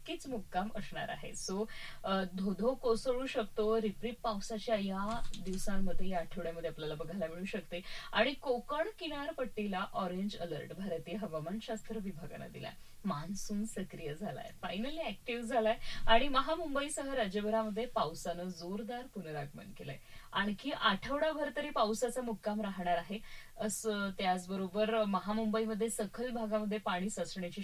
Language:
Marathi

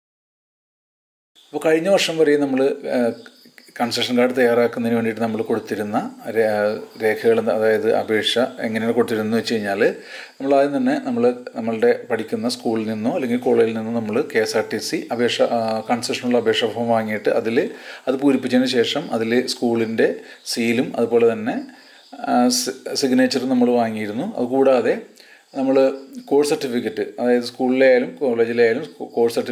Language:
Malayalam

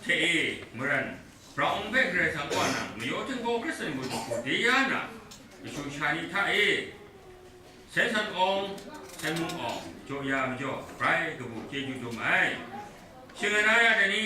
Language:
Kachin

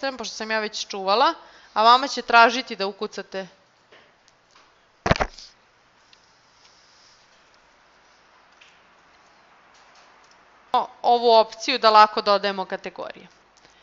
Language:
Serbian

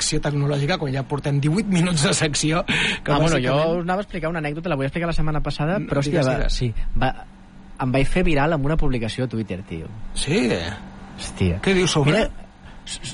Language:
Catalan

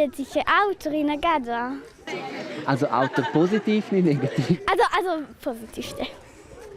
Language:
Romansh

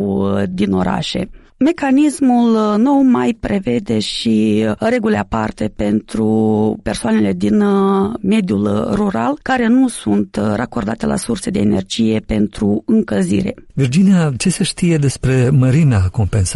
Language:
Romanian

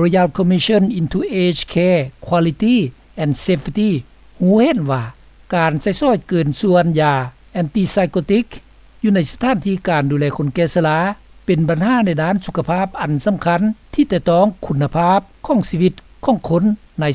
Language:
Lao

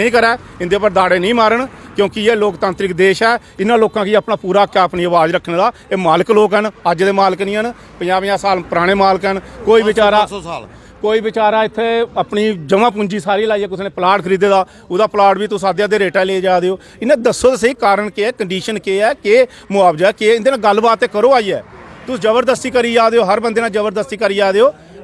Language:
Dogri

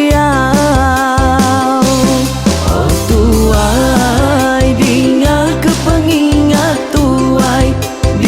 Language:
Iban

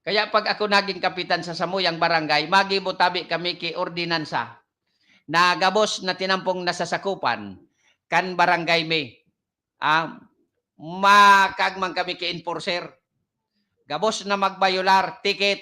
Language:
Bikol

